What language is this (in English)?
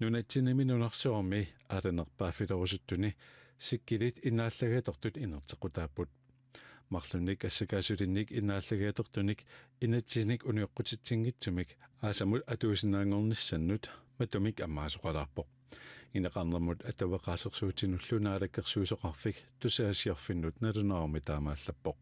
Kalaallisut